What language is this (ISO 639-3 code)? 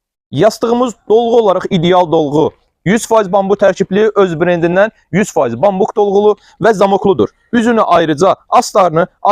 aze